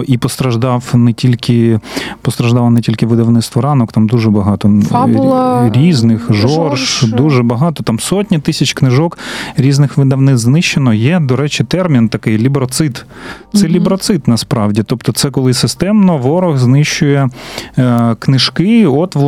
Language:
Ukrainian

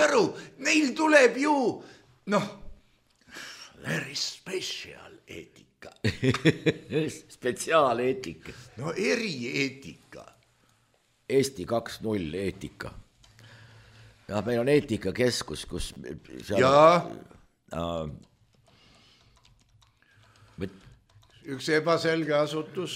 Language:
Estonian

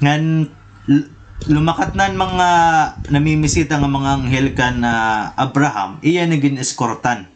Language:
Waray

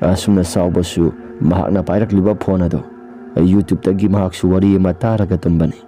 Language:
Manipuri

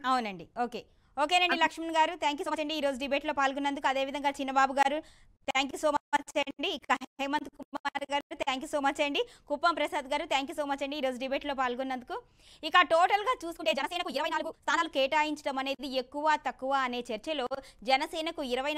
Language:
Telugu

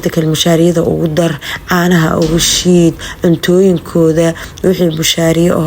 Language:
Somali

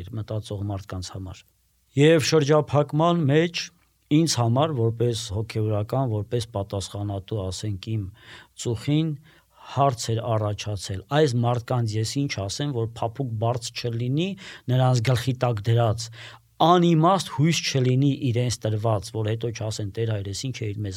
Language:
Armenian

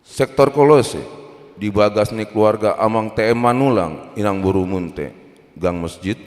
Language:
Batak Toba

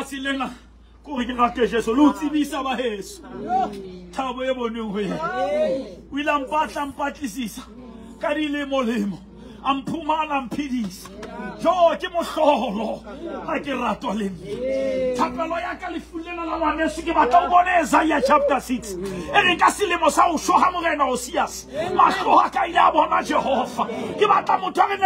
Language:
Southern Sotho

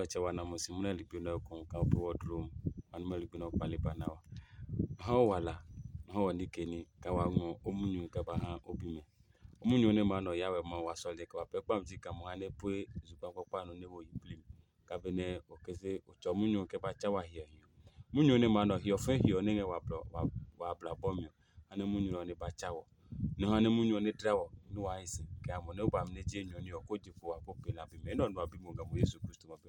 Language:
Adangme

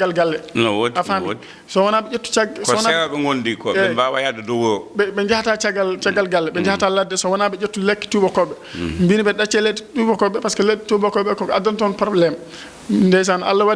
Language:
Fula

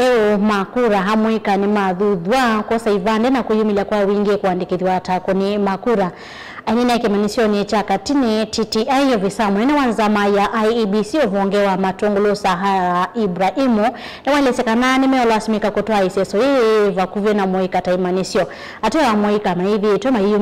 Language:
Kamba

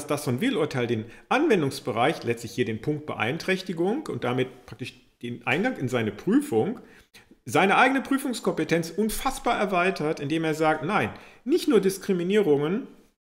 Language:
German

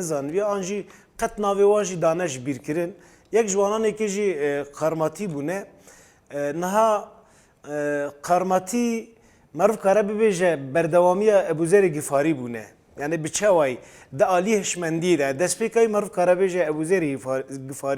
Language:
Kurdish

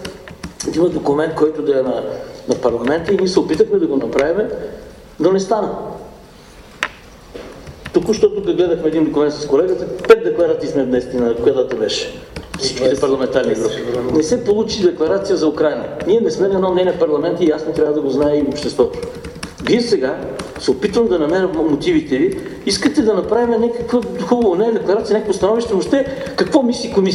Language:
Bulgarian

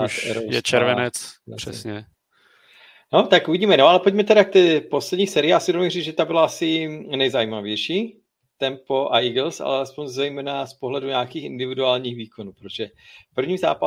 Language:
Czech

